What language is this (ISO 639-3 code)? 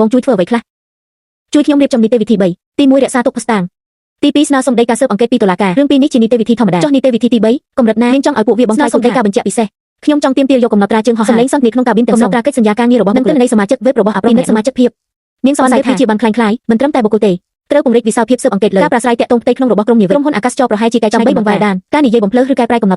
khm